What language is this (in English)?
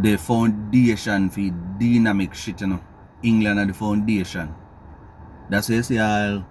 Jamaican Creole English